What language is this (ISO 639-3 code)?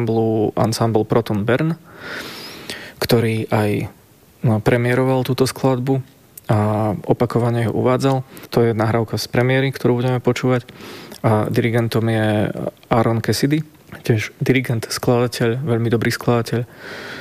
slk